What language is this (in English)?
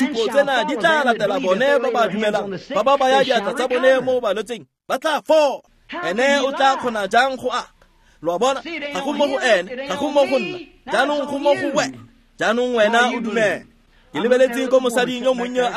Tswana